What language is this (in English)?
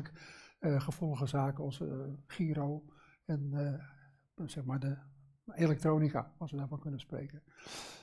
Dutch